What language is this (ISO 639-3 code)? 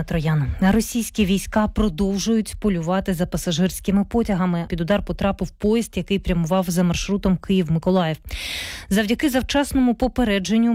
ukr